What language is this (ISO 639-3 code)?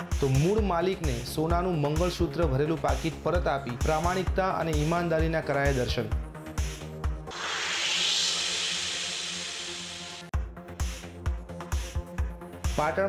guj